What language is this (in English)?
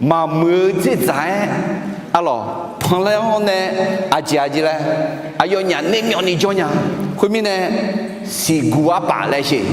Akha